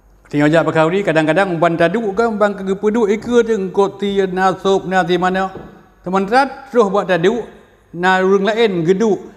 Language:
Achinese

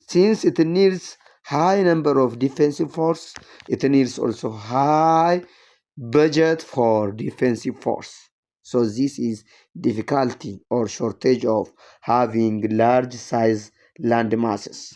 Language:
English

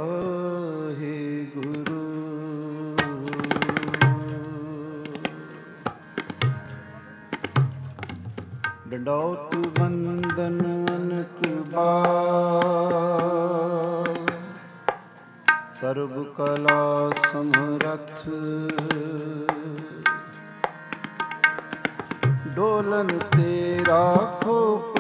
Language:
Punjabi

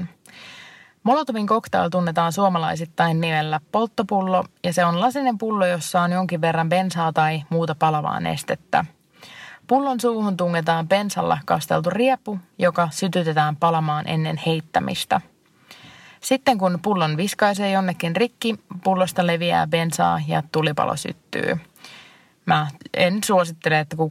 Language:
Finnish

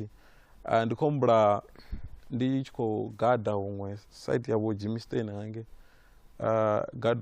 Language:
Venda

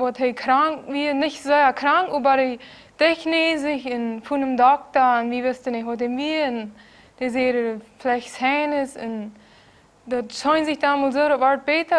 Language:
Plautdietsch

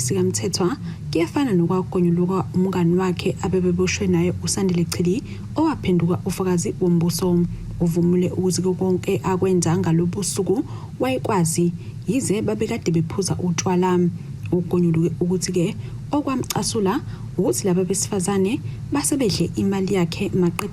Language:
Zulu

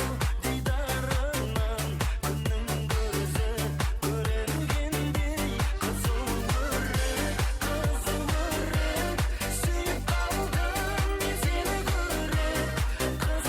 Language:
Kara-Kalpak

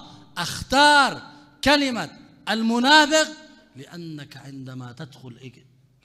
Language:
Mesopotamian Arabic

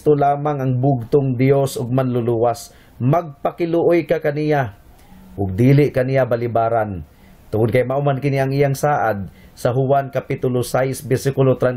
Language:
Cebuano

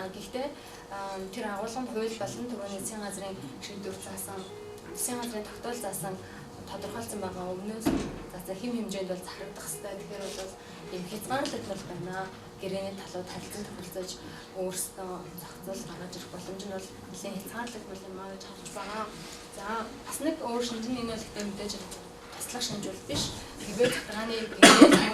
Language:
Mongolian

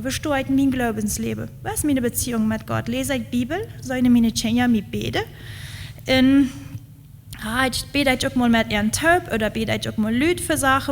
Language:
Plautdietsch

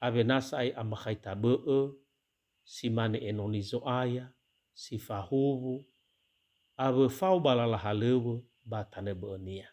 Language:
Nias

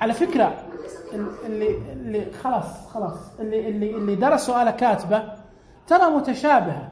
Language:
Najdi Arabic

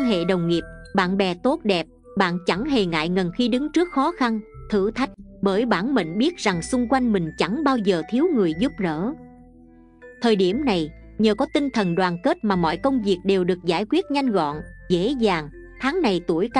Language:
Vietnamese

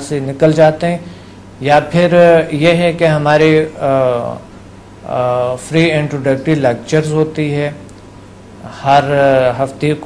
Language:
Urdu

